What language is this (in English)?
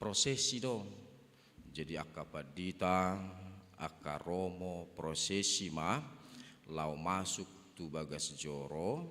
Batak Toba